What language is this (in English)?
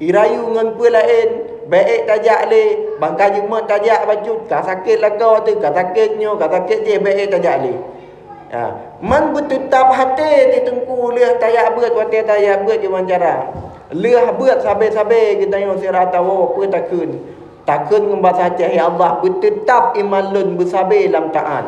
Achinese